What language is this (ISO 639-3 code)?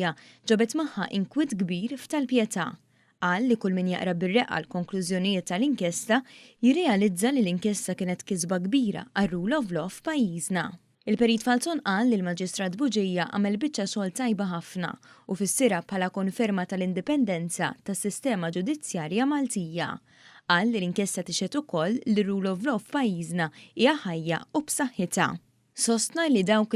mlt